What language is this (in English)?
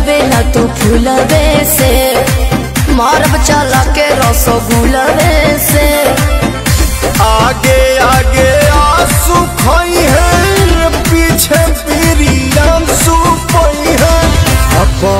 Bhojpuri